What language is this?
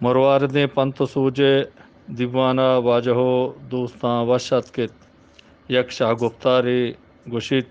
Eastern Balochi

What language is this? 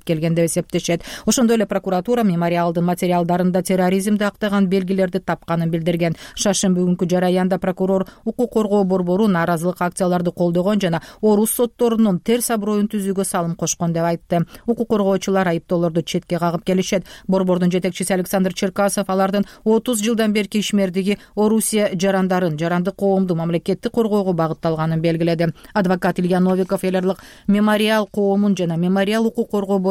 Kyrgyz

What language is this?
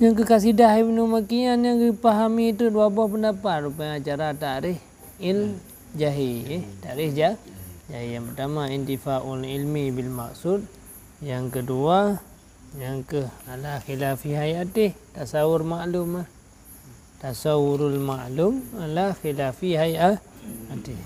Achinese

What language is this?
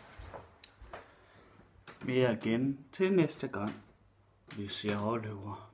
Danish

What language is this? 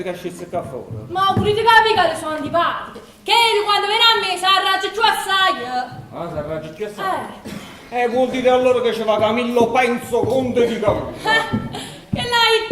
Neapolitan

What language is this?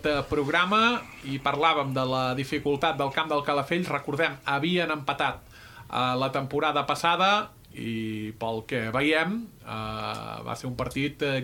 Catalan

